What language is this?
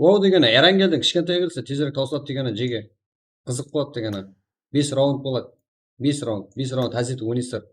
Kara-Kalpak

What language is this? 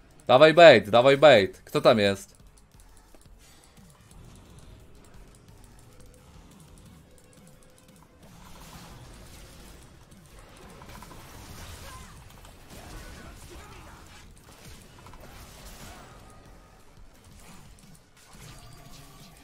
Polish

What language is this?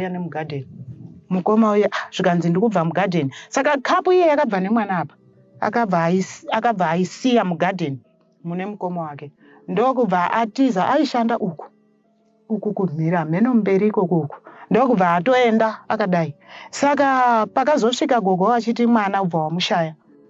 Shona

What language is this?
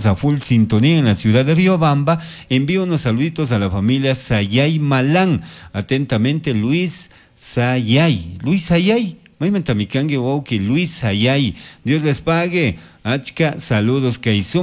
Chimborazo Highland Quichua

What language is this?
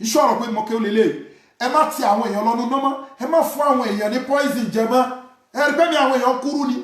Yoruba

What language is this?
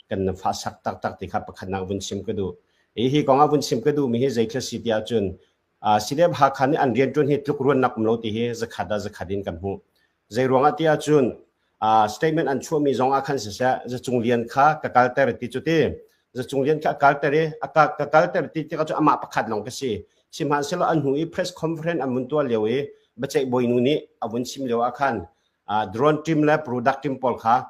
Hakha Chin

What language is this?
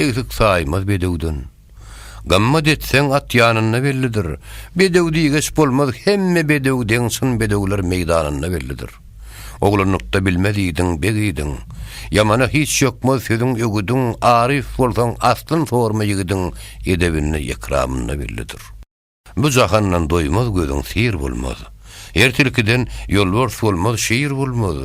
Turkmen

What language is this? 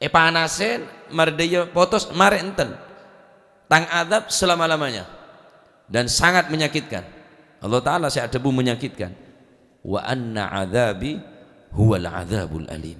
Madurese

